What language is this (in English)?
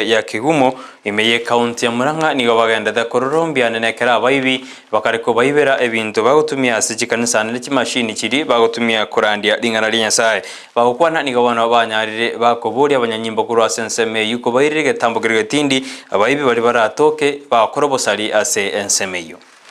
Gusii